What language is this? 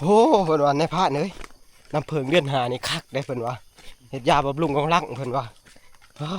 Northeastern Thai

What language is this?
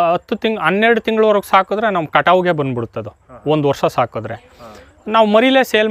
Kannada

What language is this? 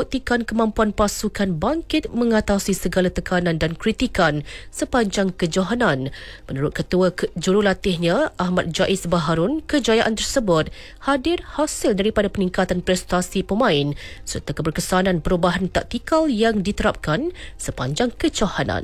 Malay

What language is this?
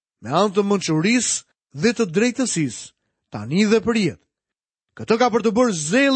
Albanian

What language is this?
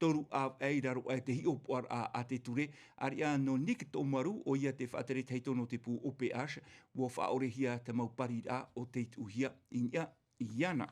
Tahitian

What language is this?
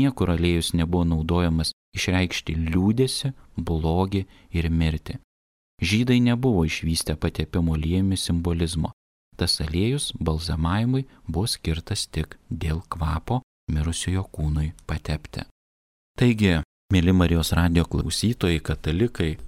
Lithuanian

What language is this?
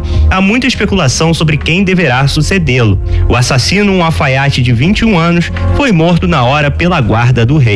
Portuguese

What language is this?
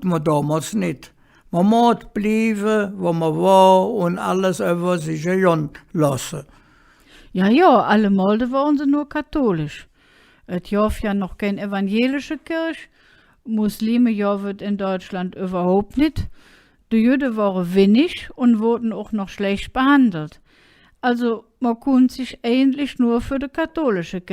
Colognian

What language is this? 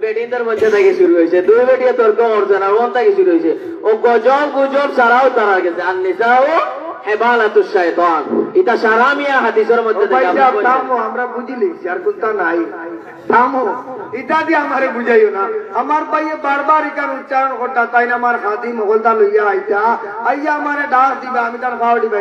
Sylheti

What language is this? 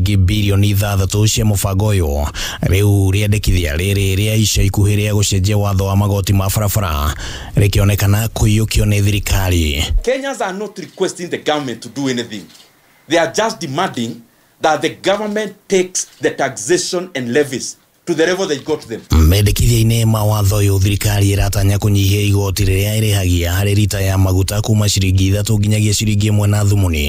Kikuyu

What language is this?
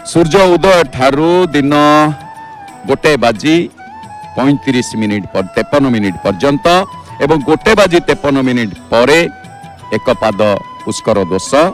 Odia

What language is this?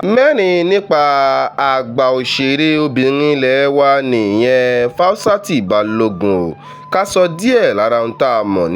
Yoruba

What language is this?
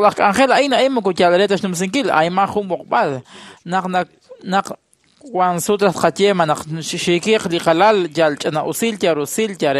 Kekchí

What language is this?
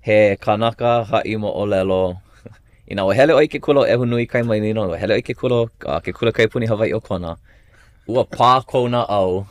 Hawaiian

